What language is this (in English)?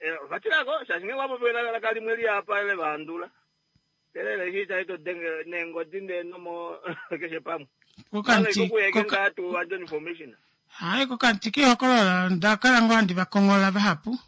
Kuanyama